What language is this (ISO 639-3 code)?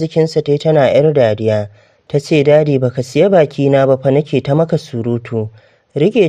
hau